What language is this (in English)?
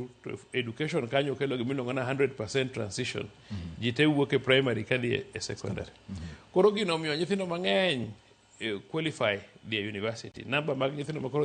Luo (Kenya and Tanzania)